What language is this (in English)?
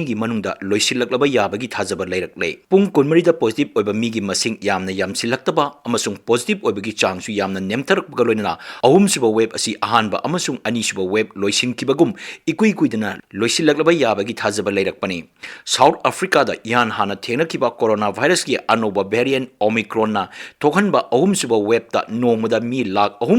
Manipuri